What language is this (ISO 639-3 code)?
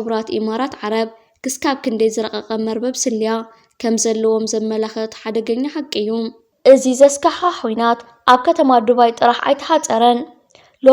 tir